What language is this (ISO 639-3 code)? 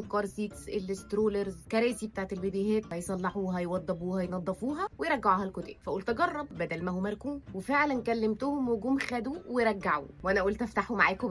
arz